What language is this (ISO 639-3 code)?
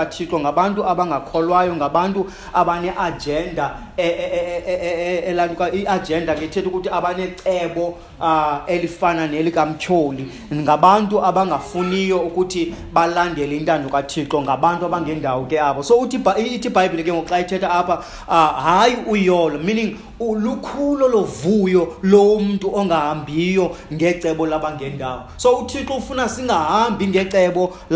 xho